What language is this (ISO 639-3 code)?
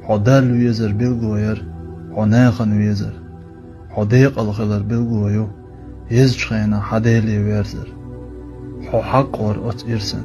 che